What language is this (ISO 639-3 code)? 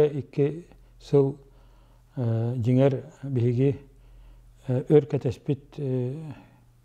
sah